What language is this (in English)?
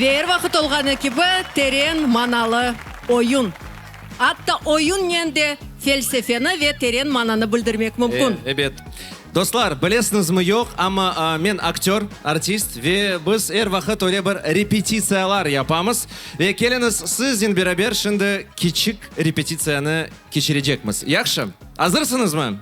Crimean Tatar